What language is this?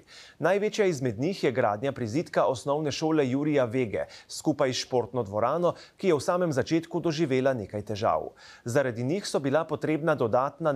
Slovenian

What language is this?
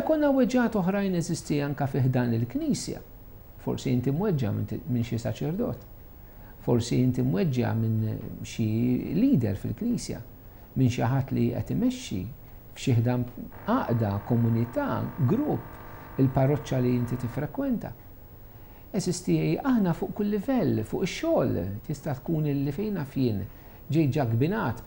Maltese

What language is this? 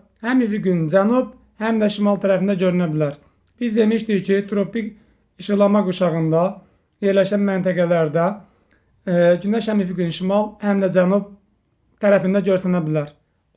Azerbaijani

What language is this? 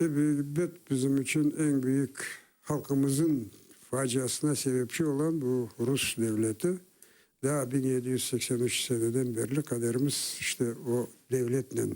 Crimean Tatar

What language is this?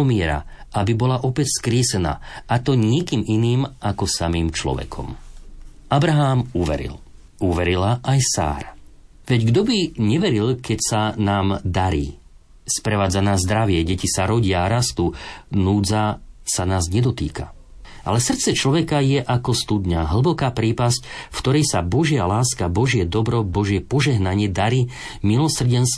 Slovak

